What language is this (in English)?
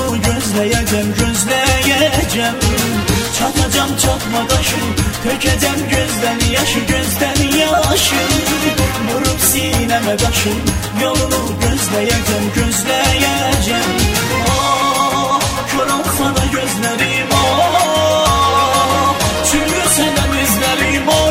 Turkish